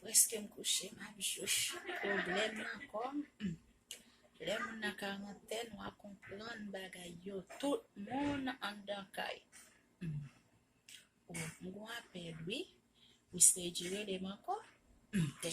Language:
Haitian Creole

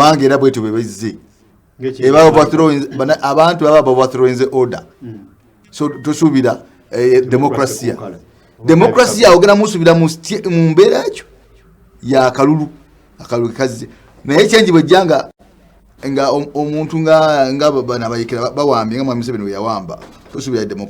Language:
Ganda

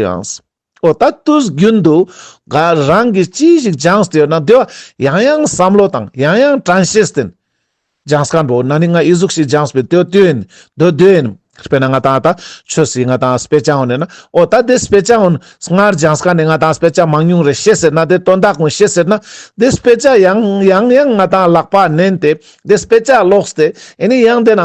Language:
Ladakhi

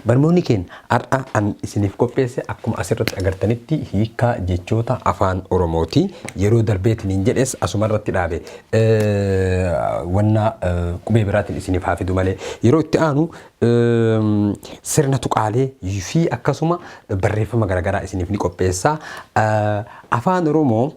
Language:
Oromo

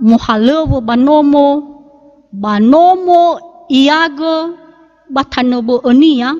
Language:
Nias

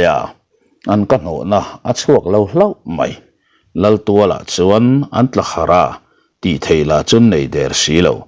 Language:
Mizo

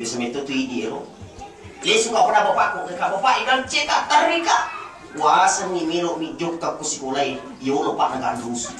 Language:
Buginese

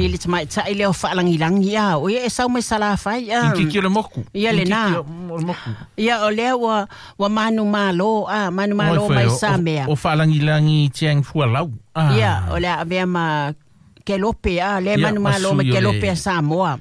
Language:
Samoan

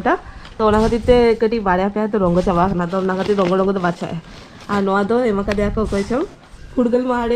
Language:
Santali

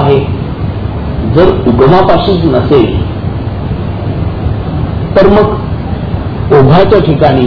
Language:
Marathi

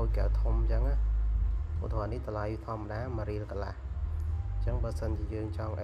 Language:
Khmer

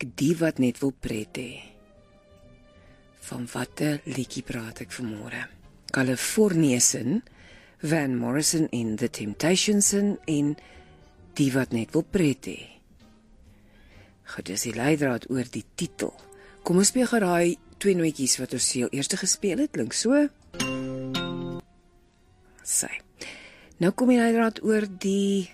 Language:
Afrikaans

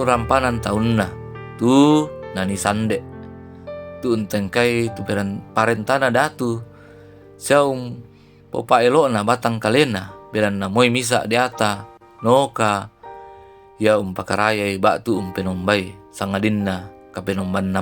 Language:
Toraja-Sa'dan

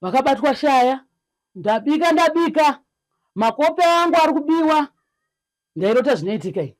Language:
Shona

